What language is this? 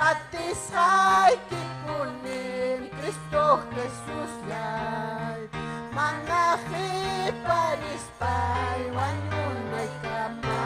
Ayacucho Quechua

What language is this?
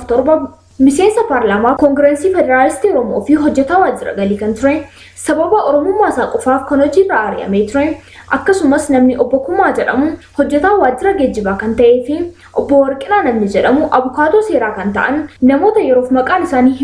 Oromo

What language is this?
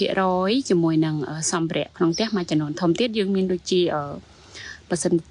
Khmer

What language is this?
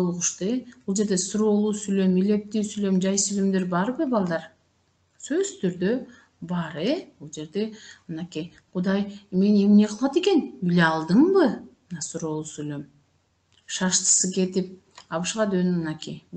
Kyrgyz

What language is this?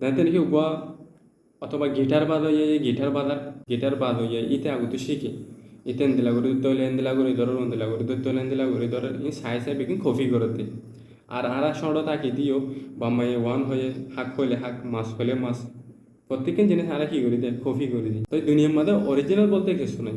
Rohingya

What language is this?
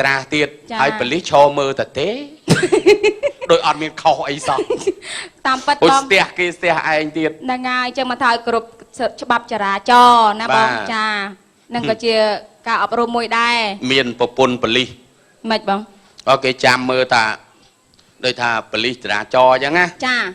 Khmer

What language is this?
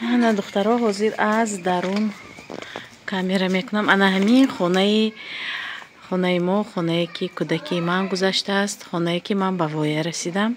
Tajik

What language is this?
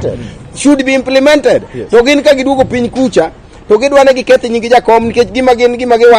Luo (Kenya and Tanzania)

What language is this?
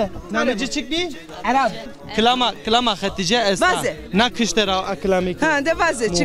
Zaza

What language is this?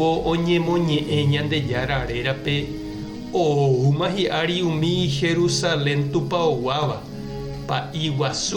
Guarani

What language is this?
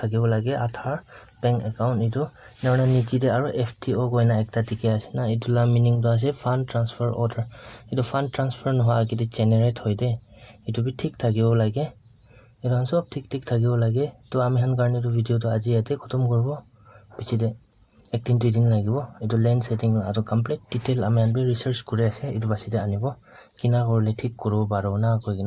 Naga Pidgin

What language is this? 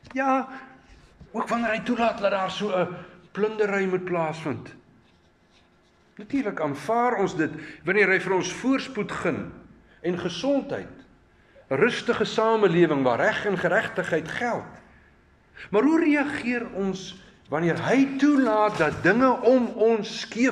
Afrikaans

